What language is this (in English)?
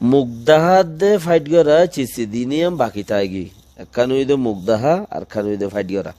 Rohingya